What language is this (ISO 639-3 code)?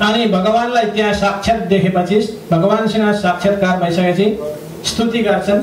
nep